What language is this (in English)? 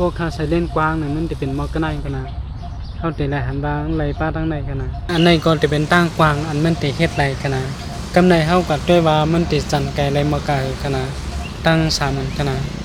Shan